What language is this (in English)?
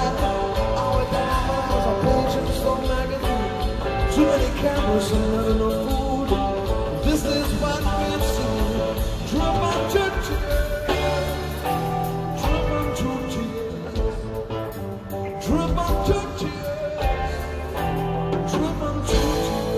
English